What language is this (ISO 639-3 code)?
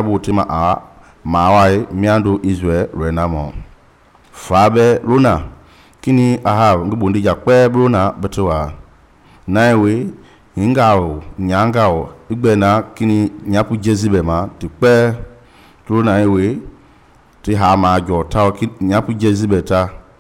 men